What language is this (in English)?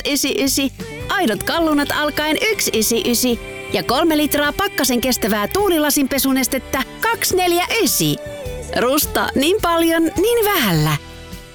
Finnish